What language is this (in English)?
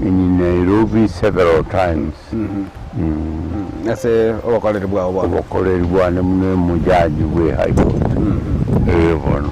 Gusii